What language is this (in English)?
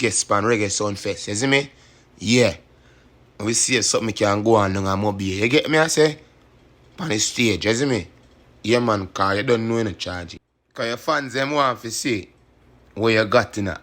Jamaican Creole English